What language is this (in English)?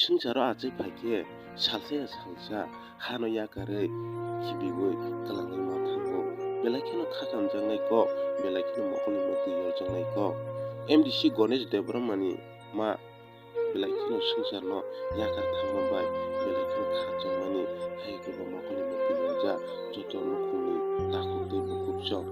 Kok Borok